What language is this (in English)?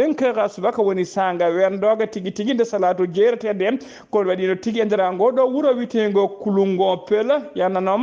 Fula